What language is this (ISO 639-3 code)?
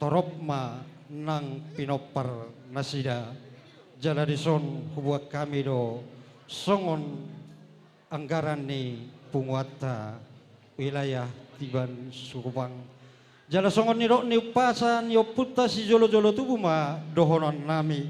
bbc